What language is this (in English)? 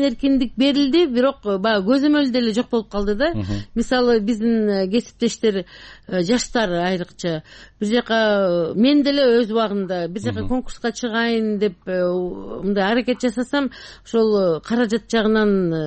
Kyrgyz